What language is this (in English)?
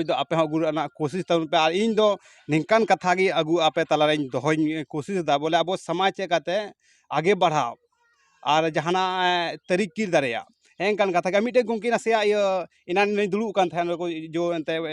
Santali